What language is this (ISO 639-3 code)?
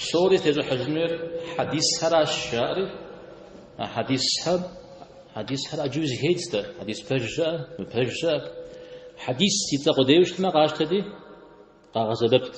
kbd